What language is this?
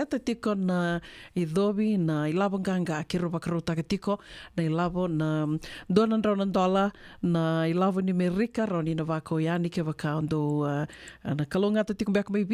Fijian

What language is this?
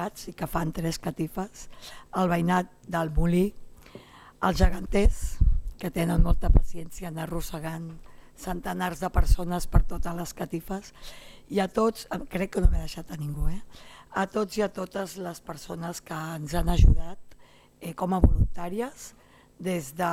Catalan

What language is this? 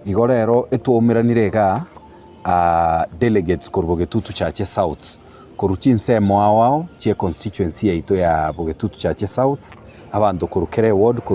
Gusii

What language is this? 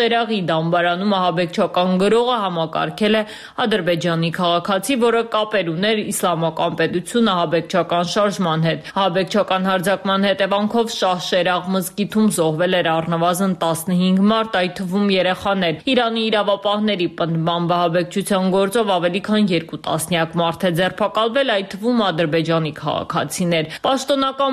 Armenian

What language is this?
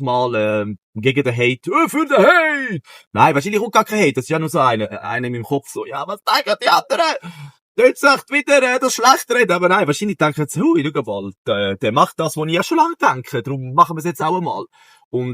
Swiss German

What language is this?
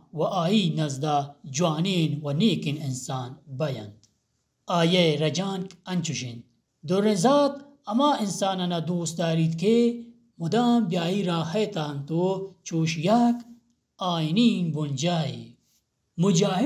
Baluchi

